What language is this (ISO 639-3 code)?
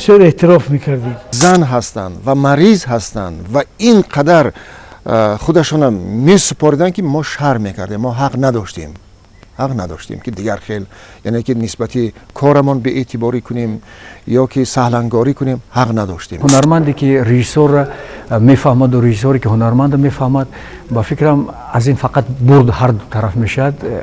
tgk